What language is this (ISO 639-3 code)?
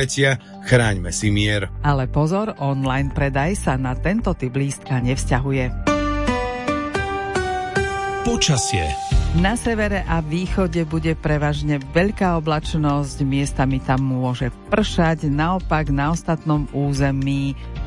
slk